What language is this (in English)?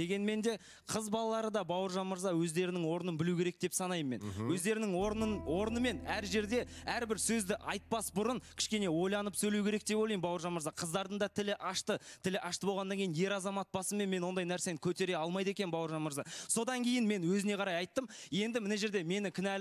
Kazakh